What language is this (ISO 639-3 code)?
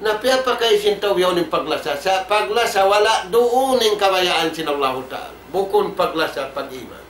tsg